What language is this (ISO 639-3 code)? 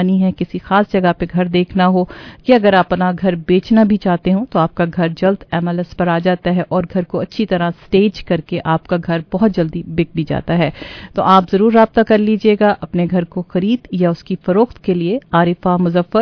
urd